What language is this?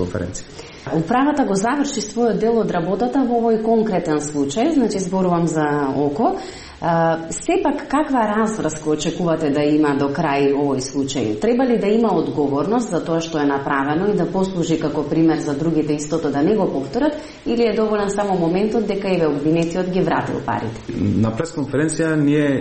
Macedonian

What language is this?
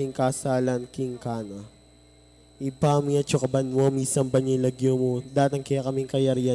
Pampanga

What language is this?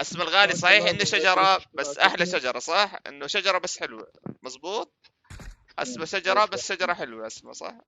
North Levantine Arabic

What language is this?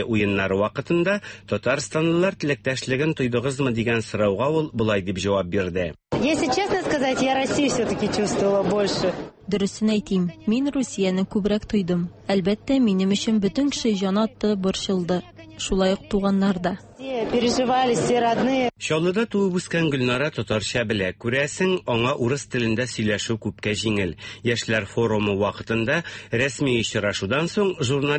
Tatar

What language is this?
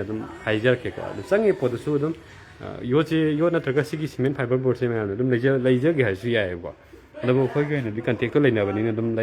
Manipuri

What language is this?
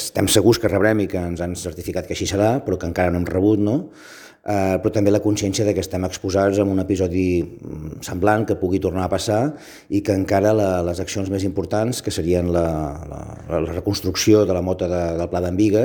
Catalan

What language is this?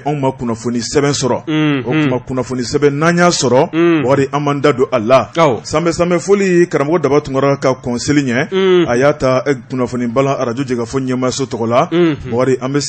Bambara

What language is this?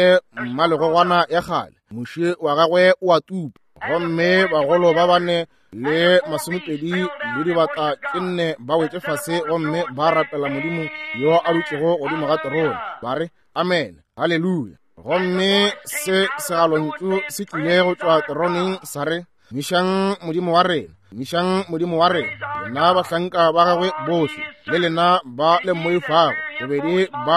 Northern Sotho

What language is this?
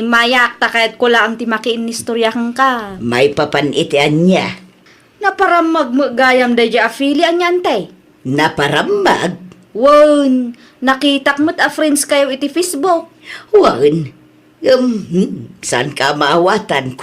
Iloko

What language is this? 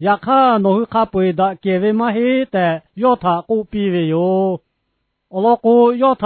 Lahu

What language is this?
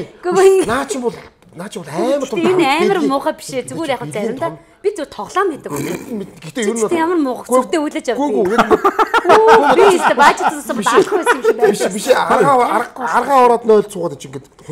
Mongolian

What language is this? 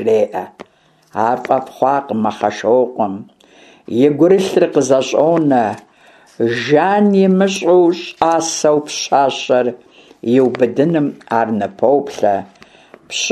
Kabardian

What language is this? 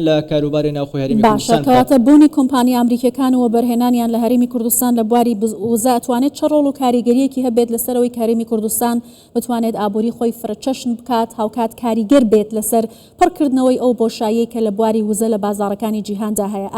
Central Kurdish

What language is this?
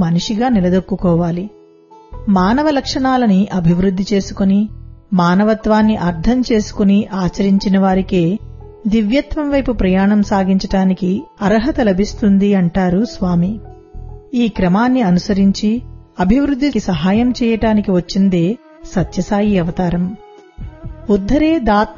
Telugu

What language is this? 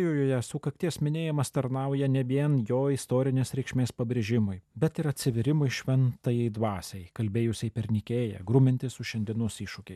Lithuanian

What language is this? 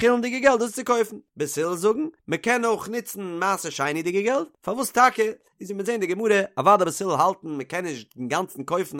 Yiddish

